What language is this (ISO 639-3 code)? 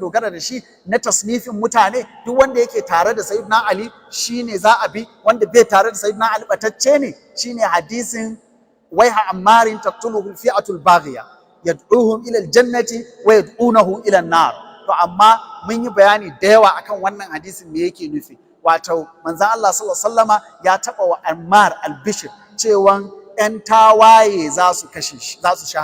hau